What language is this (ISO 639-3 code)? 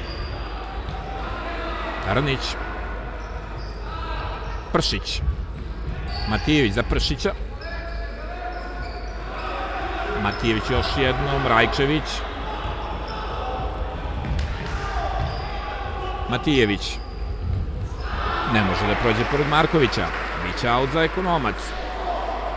srp